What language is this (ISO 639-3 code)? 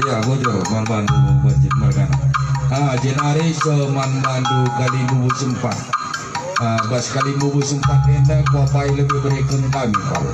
btx